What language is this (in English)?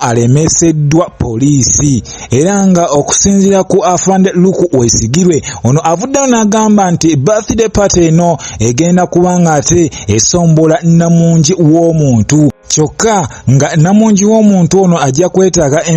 Ganda